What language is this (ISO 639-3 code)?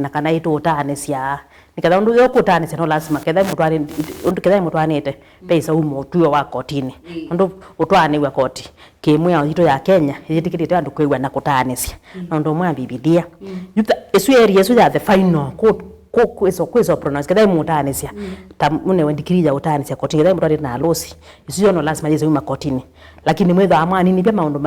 kam